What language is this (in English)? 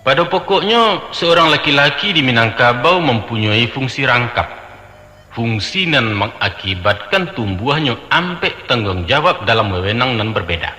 Minangkabau